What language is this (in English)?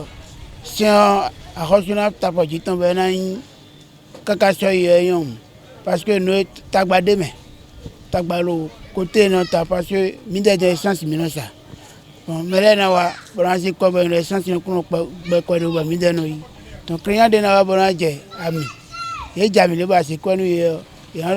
Fon